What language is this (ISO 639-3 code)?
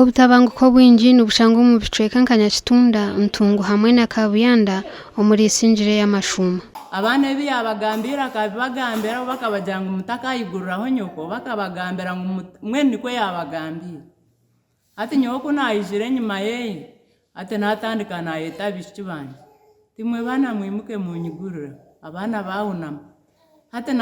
nyn